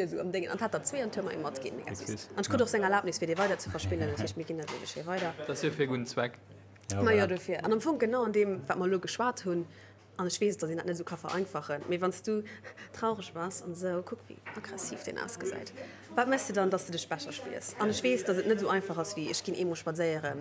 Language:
Luxembourgish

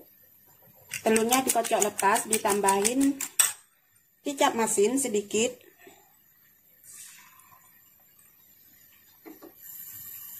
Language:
Indonesian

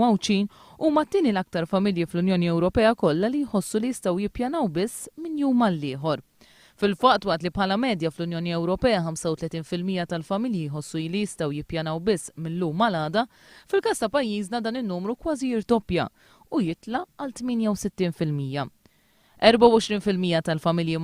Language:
Maltese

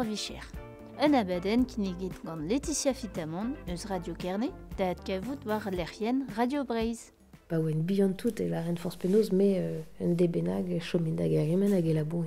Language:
Breton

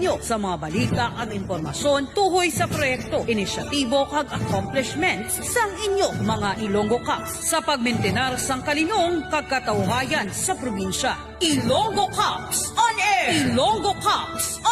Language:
Hiligaynon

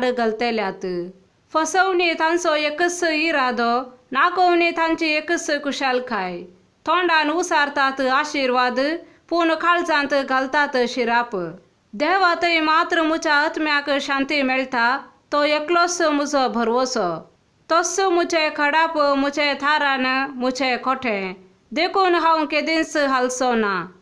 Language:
Konkani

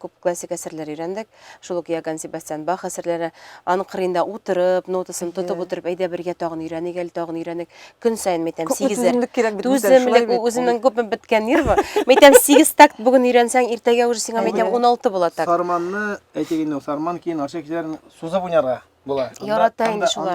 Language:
Tatar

